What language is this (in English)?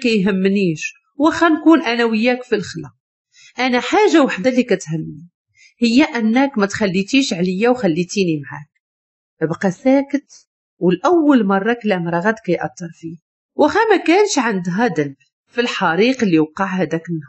Moroccan Arabic